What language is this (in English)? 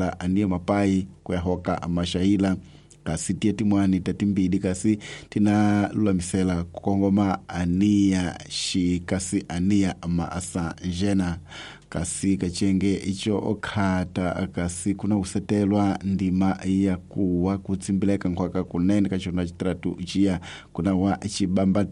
Tsonga